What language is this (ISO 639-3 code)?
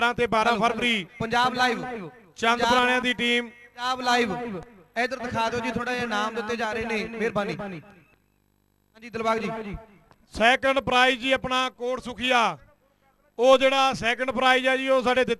pan